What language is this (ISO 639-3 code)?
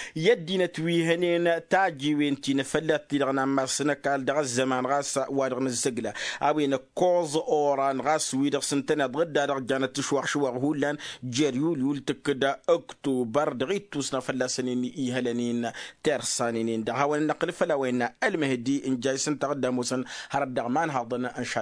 taq